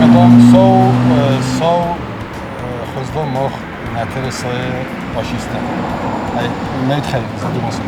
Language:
Ossetic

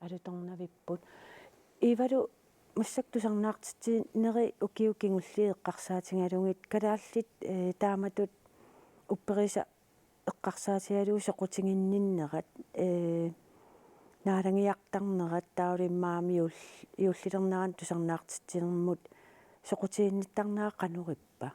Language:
Kalaallisut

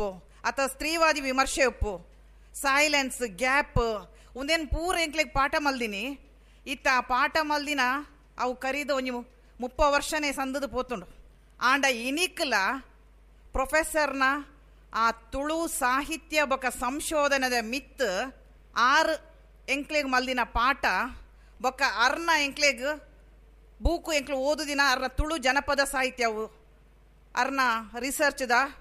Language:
Tulu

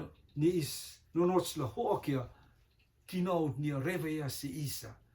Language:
Rotuman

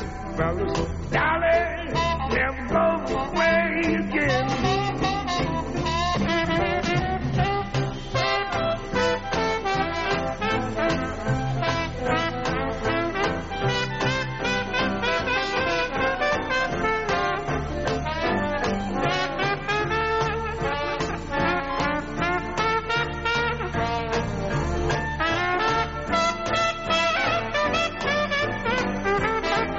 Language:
Basque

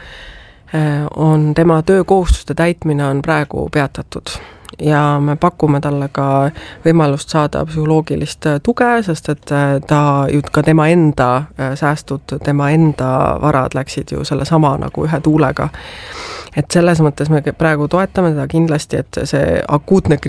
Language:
Estonian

